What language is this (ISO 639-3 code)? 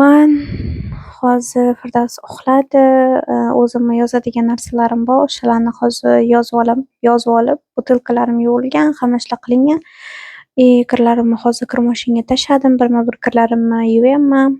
uzb